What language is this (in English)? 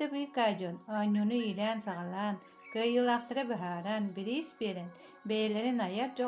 Yakut